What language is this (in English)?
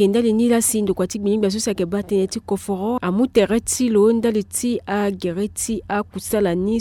Sango